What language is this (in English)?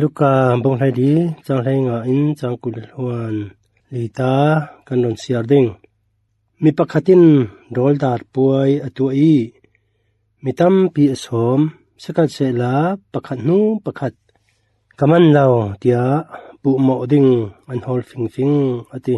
Falam Chin